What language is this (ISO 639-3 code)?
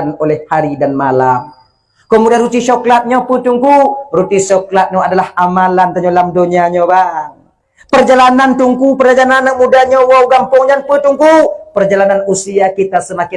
ace